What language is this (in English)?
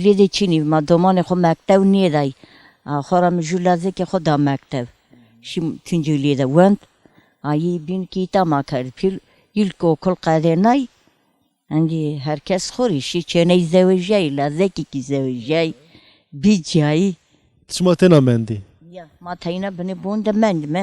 Zaza